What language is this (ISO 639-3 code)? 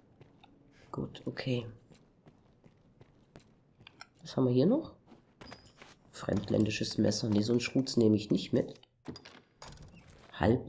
deu